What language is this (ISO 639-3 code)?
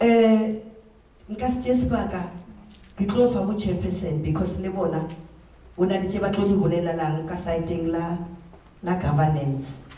nso